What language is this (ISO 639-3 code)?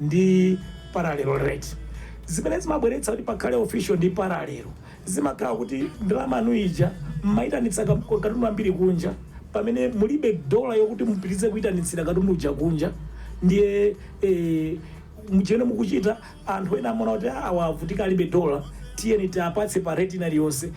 nya